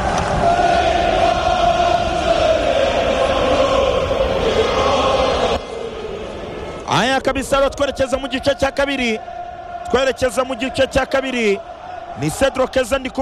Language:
Kinyarwanda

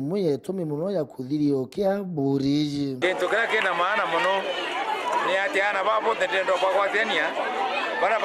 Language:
Meru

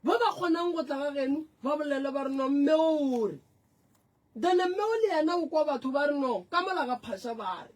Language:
Northern Sotho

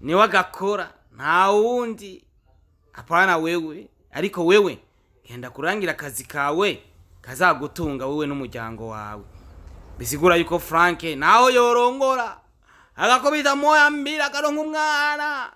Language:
Rundi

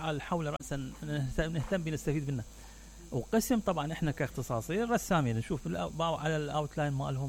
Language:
Mesopotamian Arabic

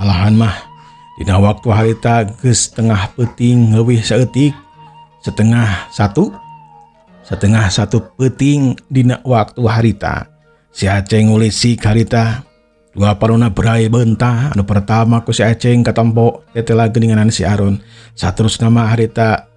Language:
Sundanese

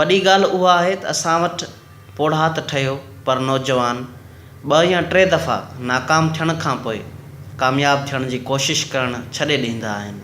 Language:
Sindhi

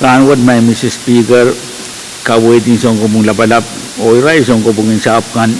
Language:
Pohnpeian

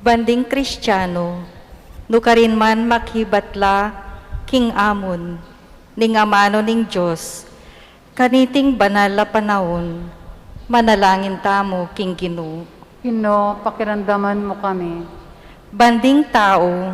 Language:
Pampanga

